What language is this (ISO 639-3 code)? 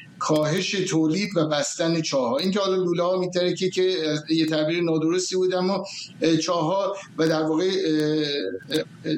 fas